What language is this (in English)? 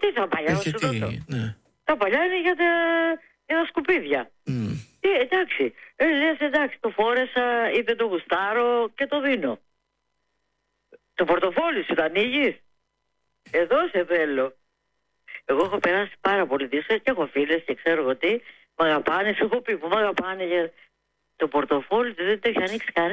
Greek